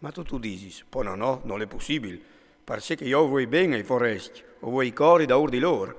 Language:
Friulian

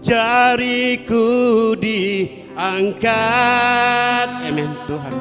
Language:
Iban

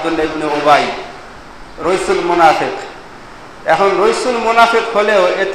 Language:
Bangla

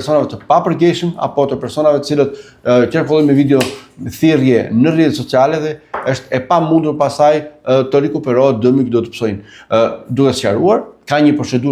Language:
Albanian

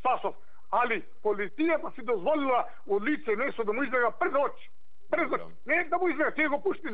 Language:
Macedonian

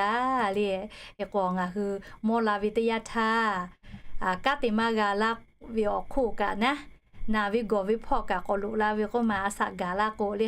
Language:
Lahu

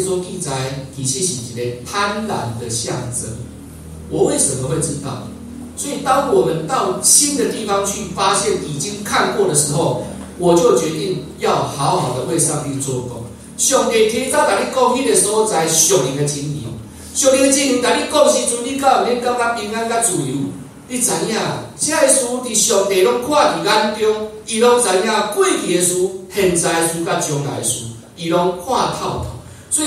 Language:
Min Nan Chinese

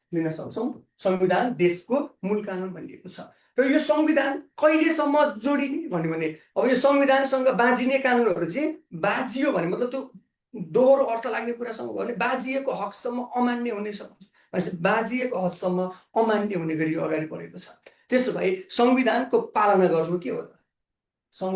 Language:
Nepali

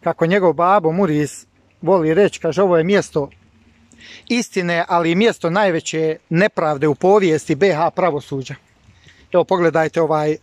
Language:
Bosnian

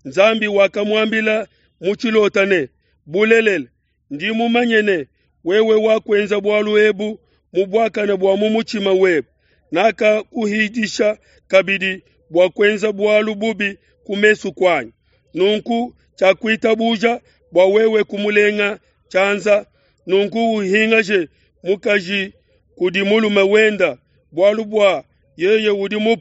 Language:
Luba-Lulua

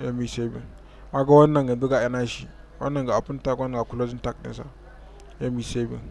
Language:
Hausa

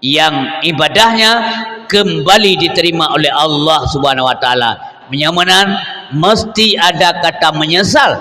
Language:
Achinese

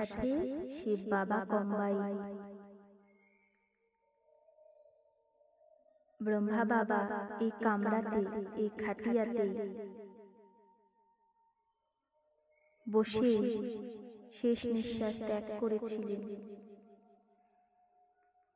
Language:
Bangla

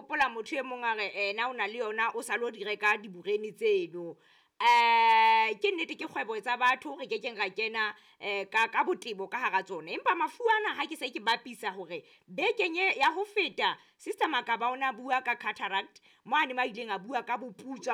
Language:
Southern Sotho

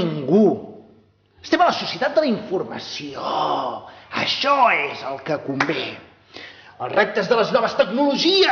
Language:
Catalan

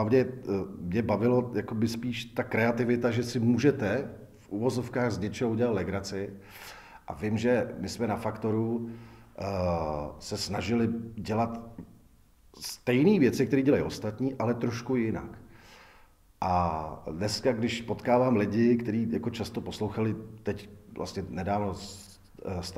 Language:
Czech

